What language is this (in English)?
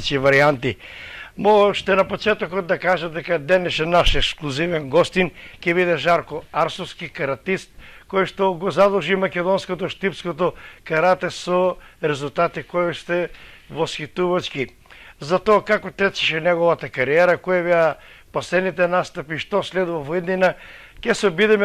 Macedonian